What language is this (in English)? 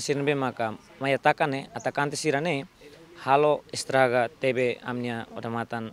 Tetum